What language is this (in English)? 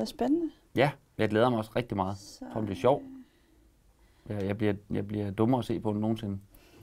Danish